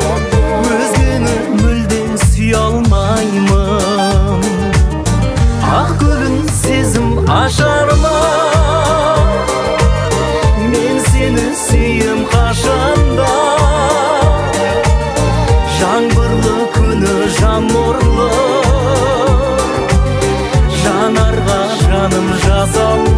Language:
Kazakh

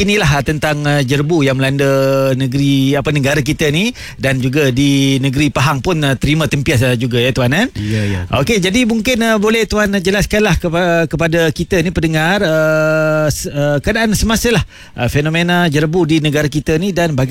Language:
Malay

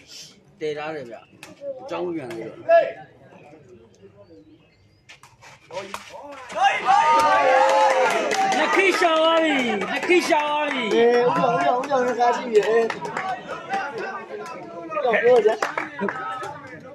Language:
Burmese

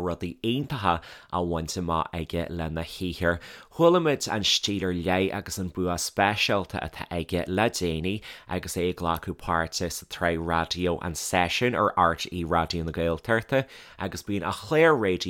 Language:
Irish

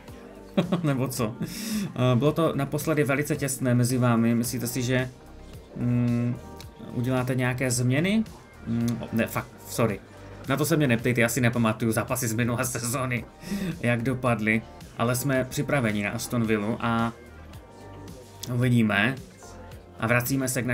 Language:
Czech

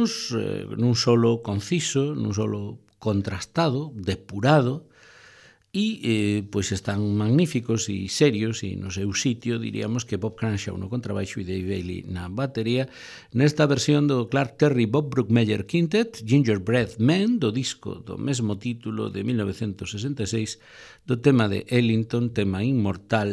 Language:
Galician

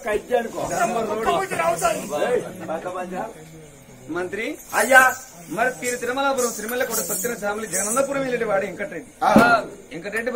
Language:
Telugu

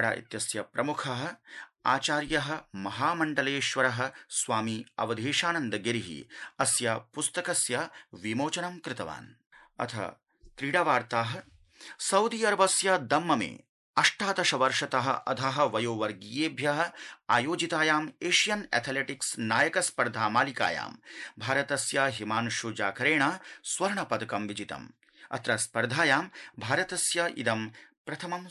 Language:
Sanskrit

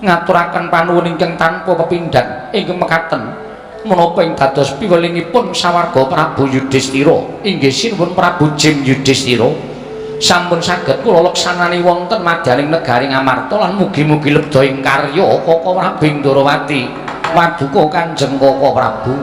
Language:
Javanese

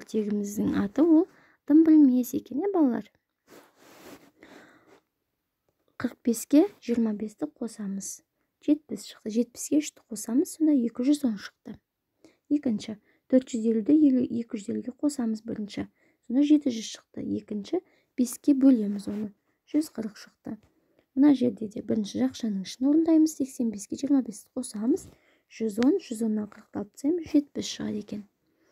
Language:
Kazakh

